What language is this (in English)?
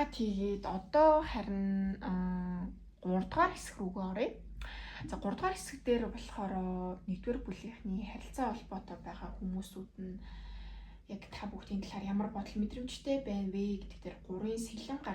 Mongolian